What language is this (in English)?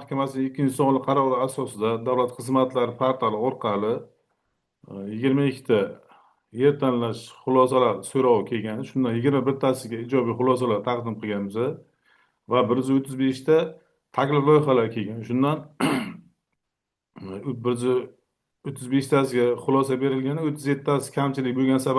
Uzbek